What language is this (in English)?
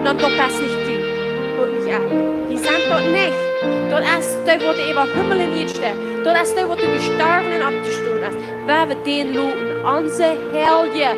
Plautdietsch